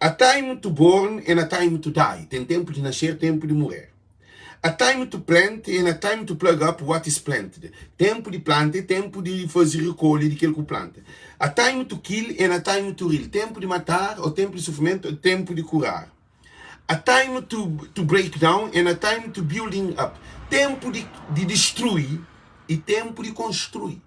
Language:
Kabuverdianu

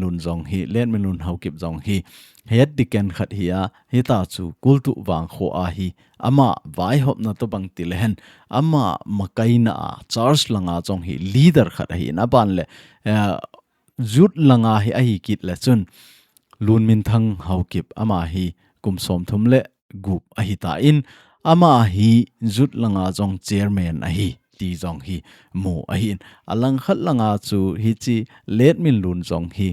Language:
Thado Chin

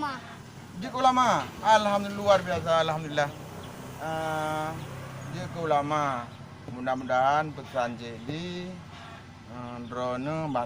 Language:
Achinese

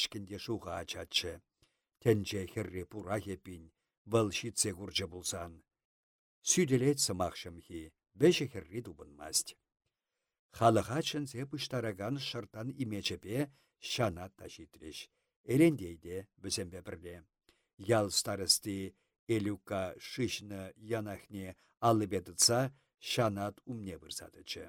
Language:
Chuvash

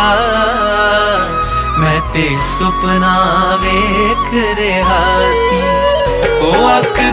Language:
Punjabi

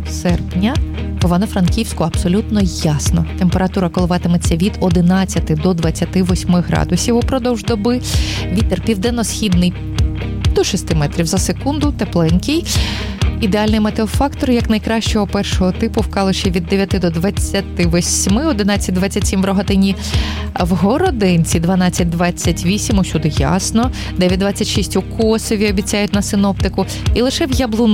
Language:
Ukrainian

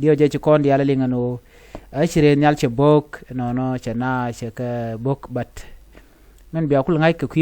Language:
Nuer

